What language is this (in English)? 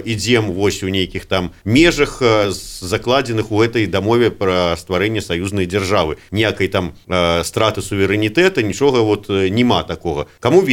Belarusian